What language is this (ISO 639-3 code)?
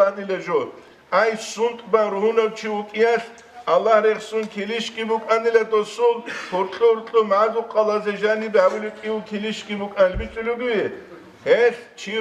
ava